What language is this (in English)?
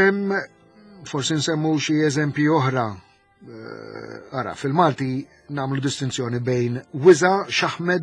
Maltese